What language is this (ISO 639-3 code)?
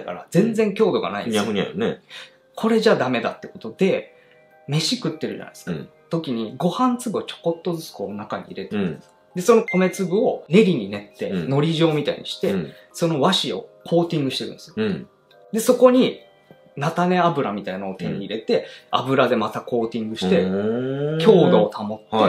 jpn